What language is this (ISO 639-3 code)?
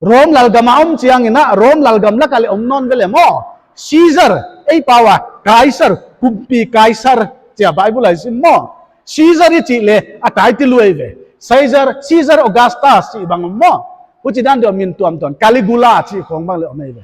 pck